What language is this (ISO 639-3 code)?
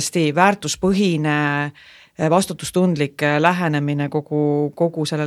est